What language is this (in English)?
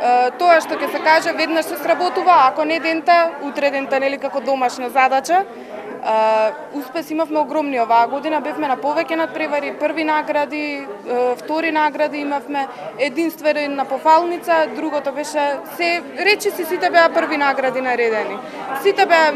Macedonian